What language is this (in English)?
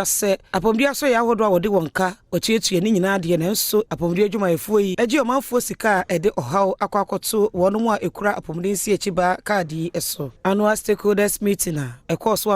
Akan